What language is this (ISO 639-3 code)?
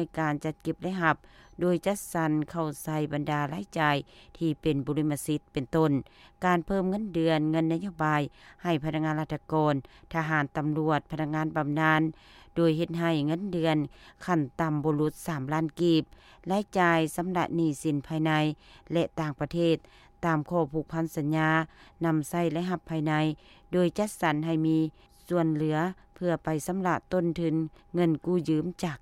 lao